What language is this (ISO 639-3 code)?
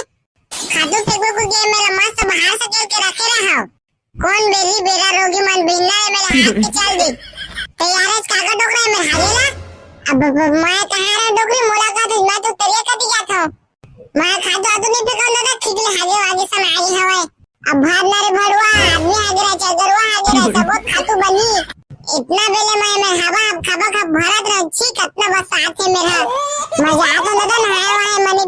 hne